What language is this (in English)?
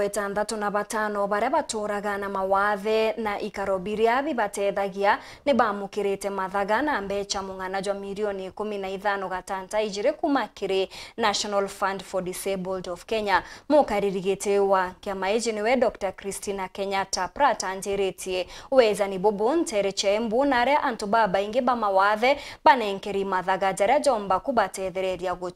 Meru